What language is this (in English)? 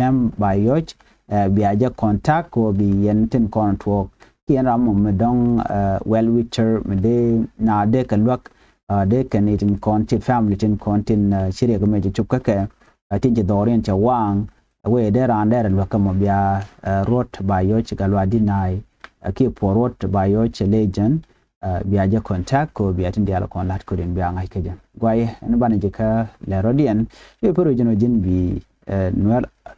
Nuer